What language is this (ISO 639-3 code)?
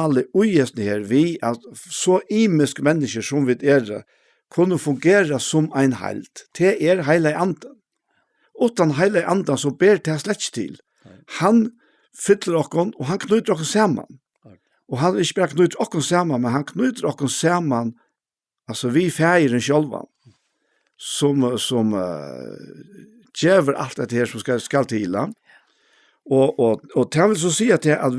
fao